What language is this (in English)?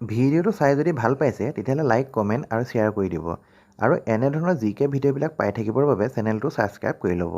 Assamese